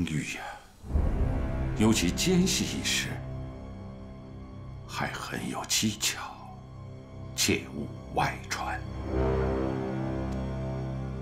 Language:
Chinese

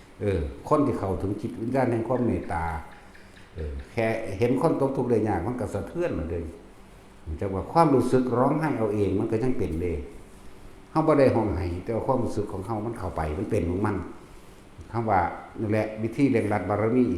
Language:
Northeastern Thai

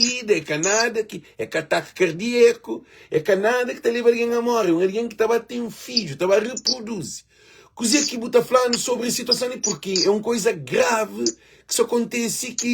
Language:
Kabuverdianu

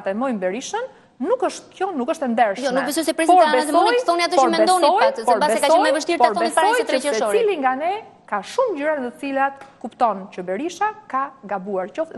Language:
Albanian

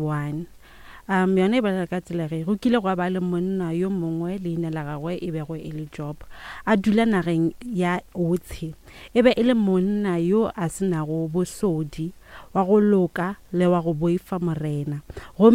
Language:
Northern Sotho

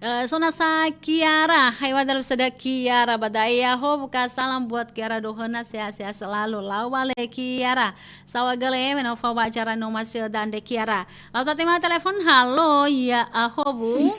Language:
Nias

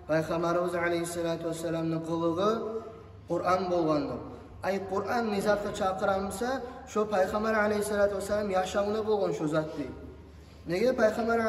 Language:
Kumyk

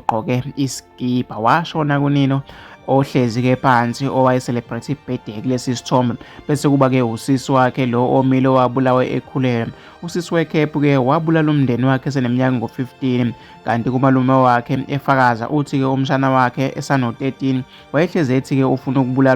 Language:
Zulu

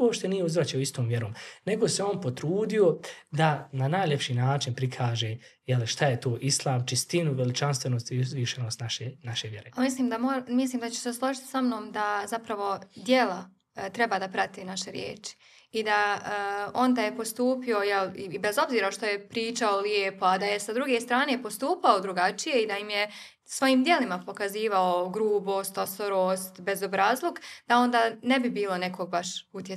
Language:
Bosnian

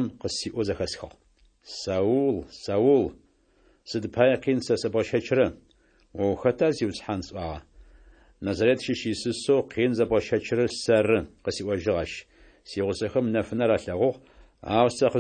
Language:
Adyghe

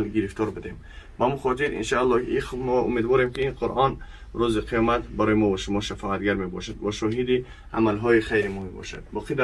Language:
Tajik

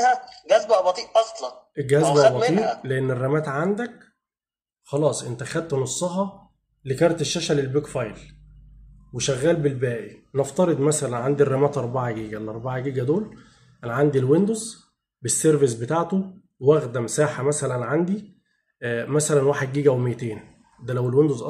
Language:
Egyptian Arabic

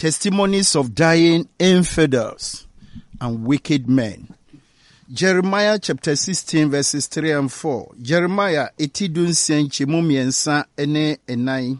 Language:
Akan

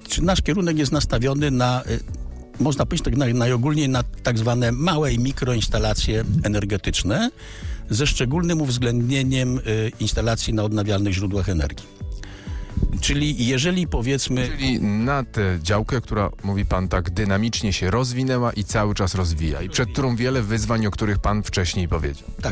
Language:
Polish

